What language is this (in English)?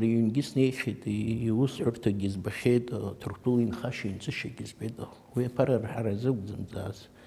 Abkhazian